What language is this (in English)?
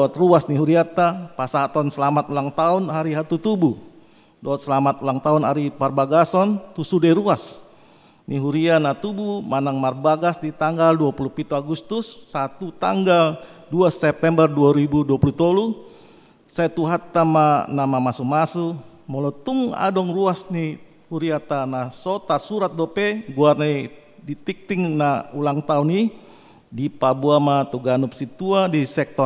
Batak Toba